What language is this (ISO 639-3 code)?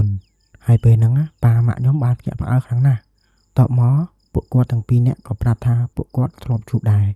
khm